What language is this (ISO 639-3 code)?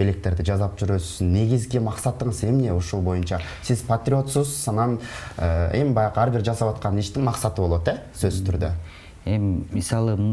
kir